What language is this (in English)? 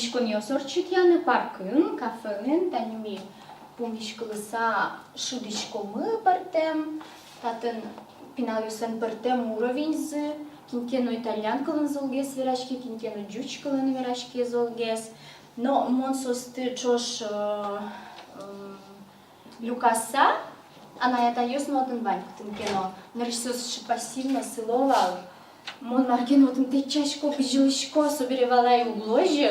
Udmurt